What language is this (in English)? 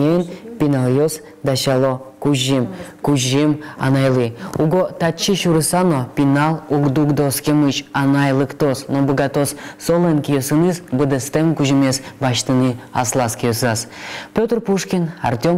Udmurt